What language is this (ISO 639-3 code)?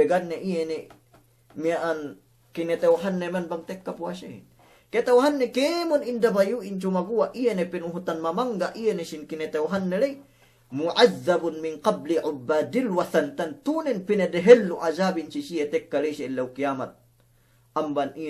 yka